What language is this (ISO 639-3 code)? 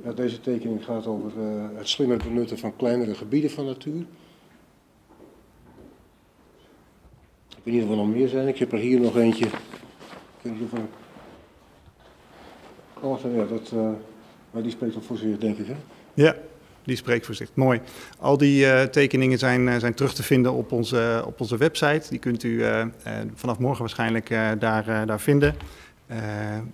nld